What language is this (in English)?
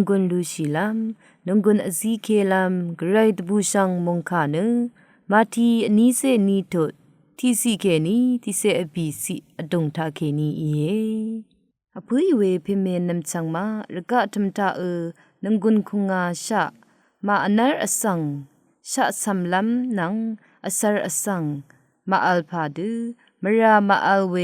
Rawang